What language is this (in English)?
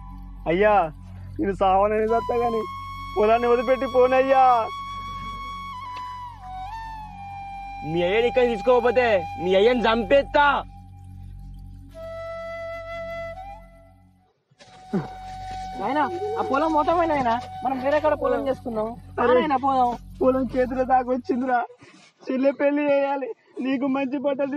Telugu